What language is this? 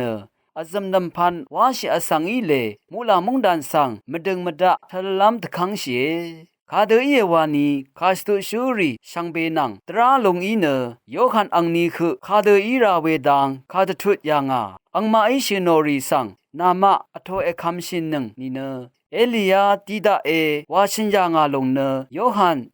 Rawang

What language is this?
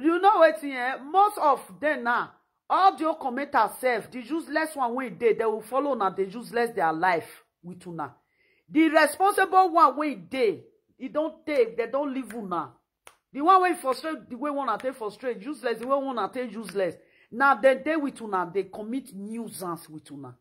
Nigerian Pidgin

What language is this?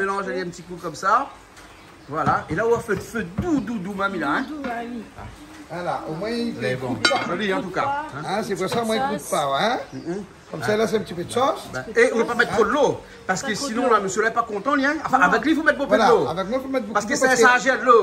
Réunion Creole French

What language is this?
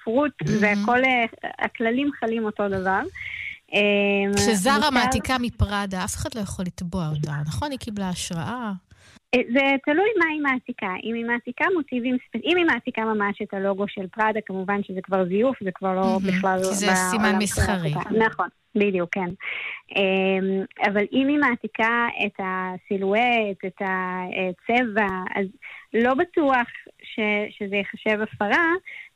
Hebrew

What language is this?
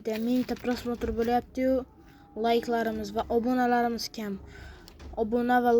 Uzbek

